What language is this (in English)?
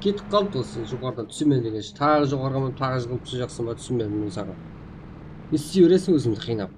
Kara-Kalpak